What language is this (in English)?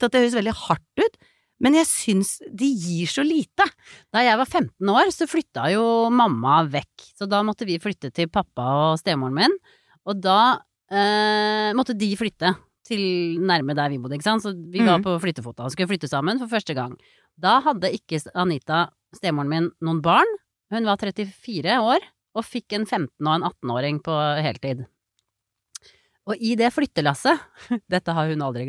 Norwegian